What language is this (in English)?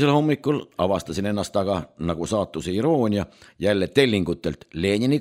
Estonian